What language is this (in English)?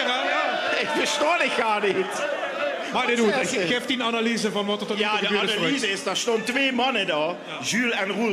Limburgish